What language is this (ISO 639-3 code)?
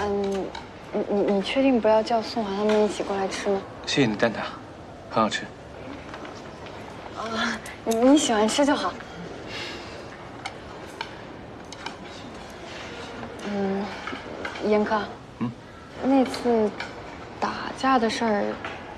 zho